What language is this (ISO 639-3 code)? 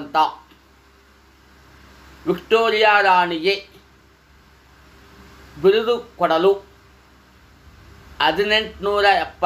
kan